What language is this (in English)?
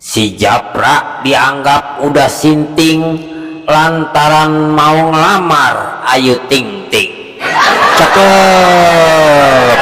Betawi